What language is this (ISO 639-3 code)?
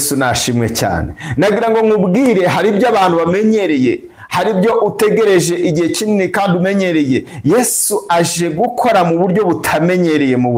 kin